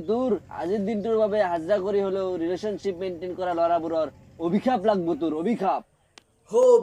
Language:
Assamese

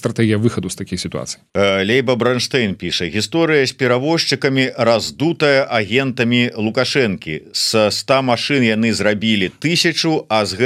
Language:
Belarusian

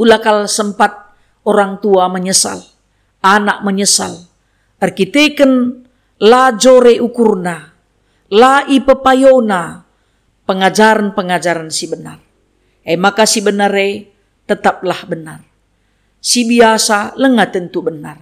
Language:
Batak Karo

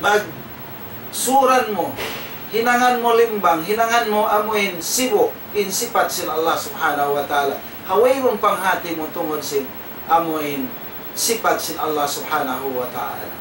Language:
Tausug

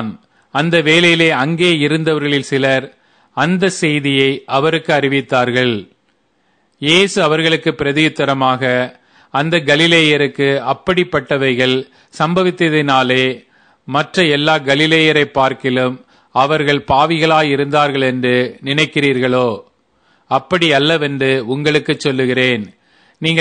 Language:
Tamil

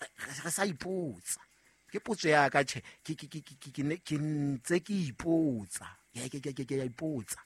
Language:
Southern Sotho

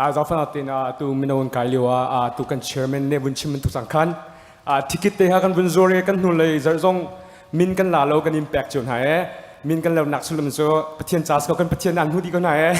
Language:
Hakha Chin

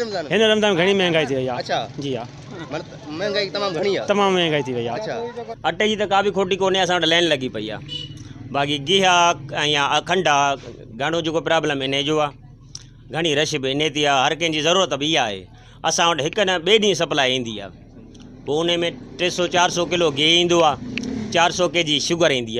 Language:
Sindhi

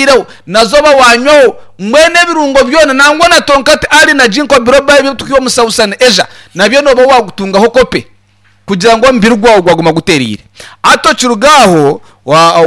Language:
Nyankole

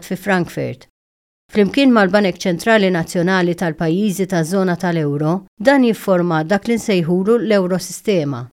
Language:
Maltese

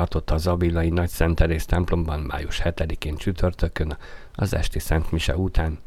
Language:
Hungarian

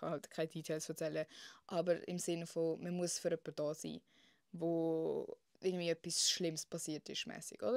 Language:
Swiss German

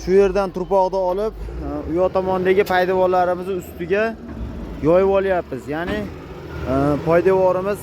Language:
Uzbek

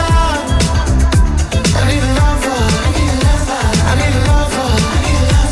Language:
Basque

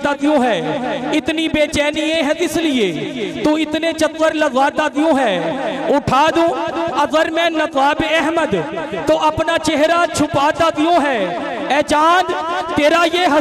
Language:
Urdu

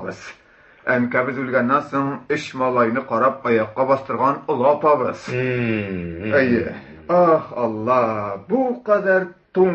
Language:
Tatar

